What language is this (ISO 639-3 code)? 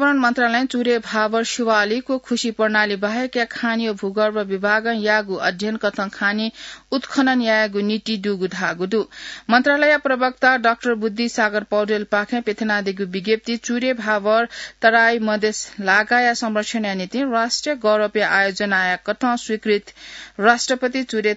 new